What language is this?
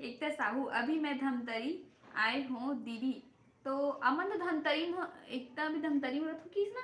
Chhattisgarhi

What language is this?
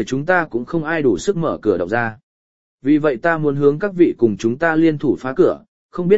Vietnamese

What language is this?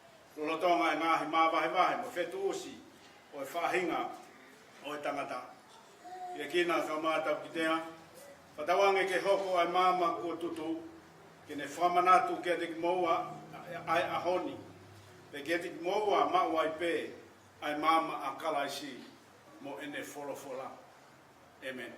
Tongan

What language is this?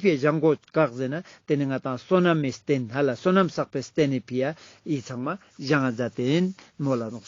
Ladakhi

